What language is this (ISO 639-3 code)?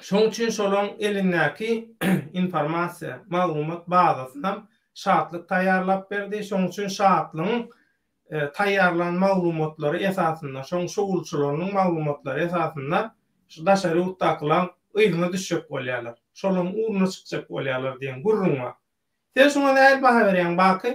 tuk